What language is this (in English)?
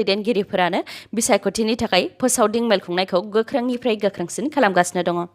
Bodo